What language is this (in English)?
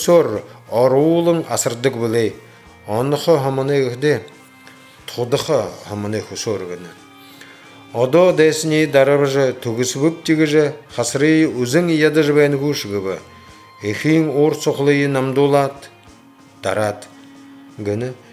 Buriat